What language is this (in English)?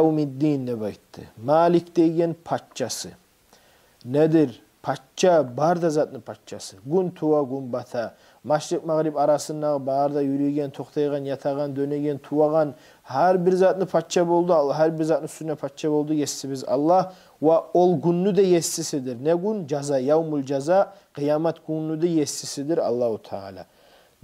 Kumyk